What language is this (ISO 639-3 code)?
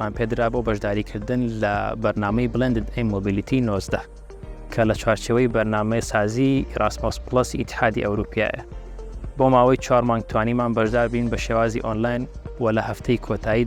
ckb